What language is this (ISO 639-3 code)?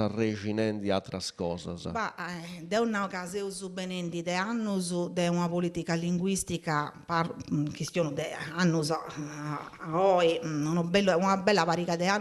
srd